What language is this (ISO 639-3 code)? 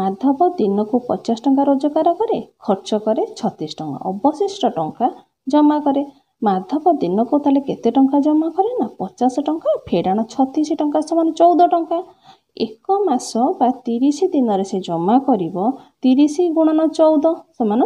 ori